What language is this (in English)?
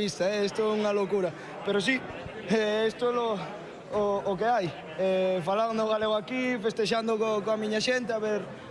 Galician